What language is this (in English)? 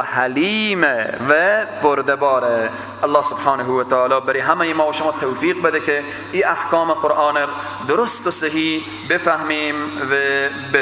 Persian